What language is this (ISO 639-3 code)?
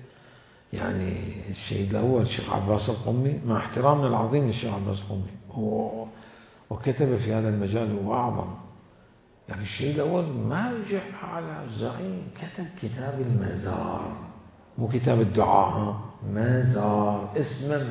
acm